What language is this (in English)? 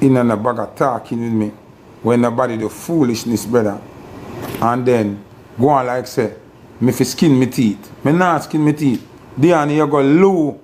Jamaican Creole English